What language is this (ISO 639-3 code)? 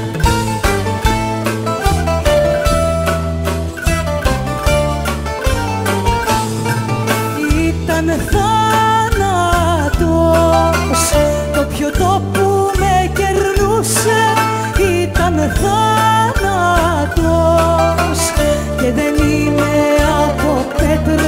ell